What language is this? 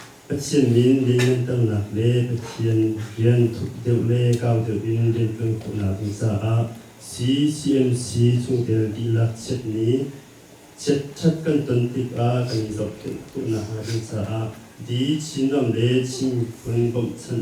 Hakha Chin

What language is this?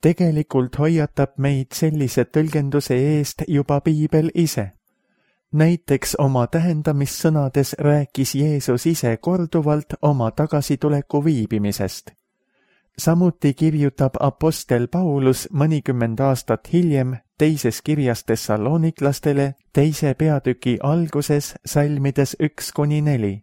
Estonian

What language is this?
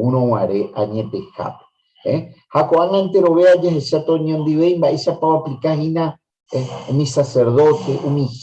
Guarani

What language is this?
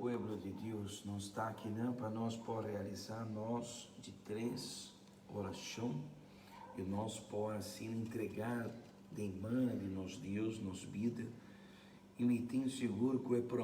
Papiamento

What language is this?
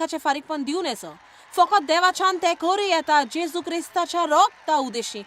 Konkani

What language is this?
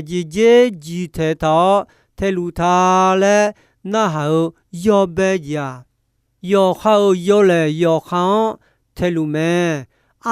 Akha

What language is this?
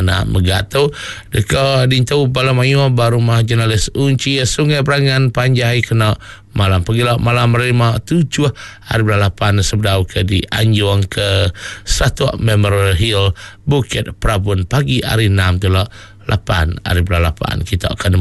Iban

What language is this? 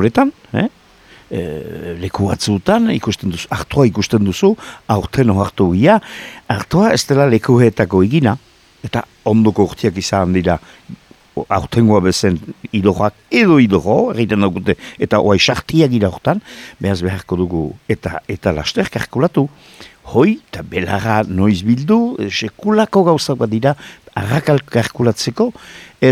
Basque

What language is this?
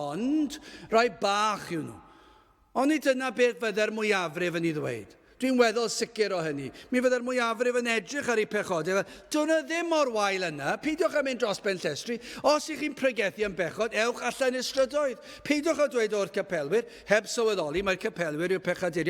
Welsh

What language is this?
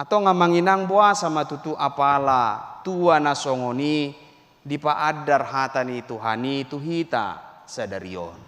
Batak Toba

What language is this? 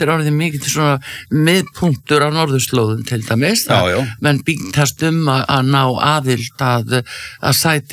Icelandic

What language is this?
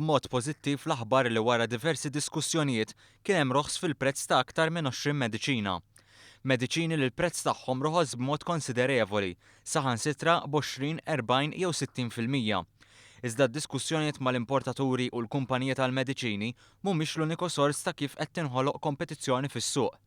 Maltese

